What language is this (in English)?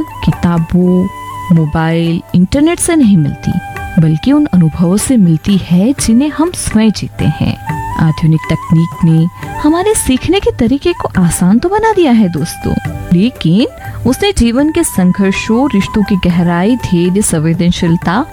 Hindi